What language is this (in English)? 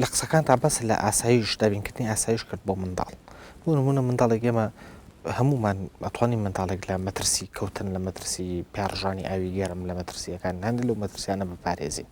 Central Kurdish